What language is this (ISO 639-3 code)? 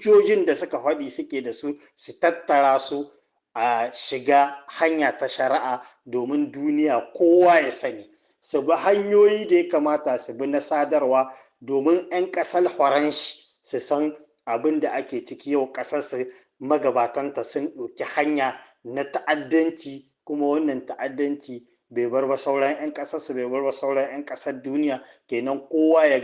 hau